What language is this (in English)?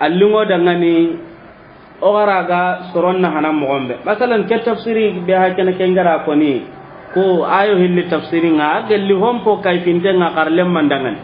Soninke